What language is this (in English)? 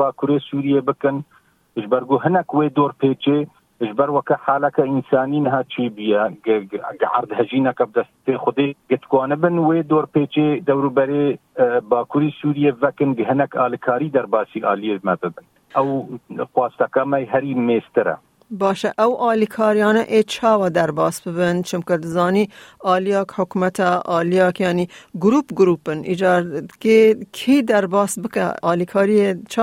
Kurdish